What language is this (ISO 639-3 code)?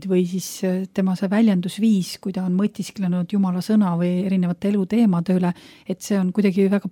est